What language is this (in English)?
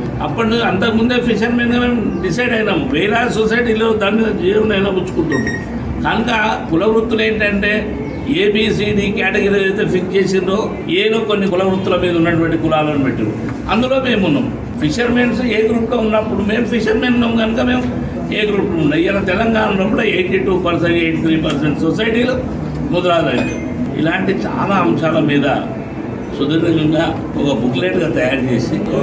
Telugu